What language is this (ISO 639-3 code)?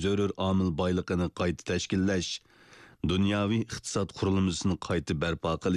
uig